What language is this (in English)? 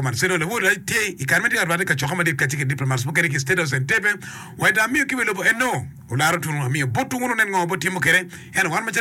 Acoli